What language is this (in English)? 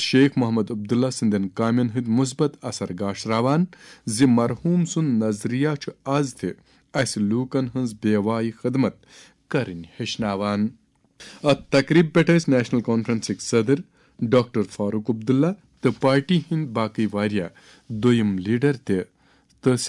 Kashmiri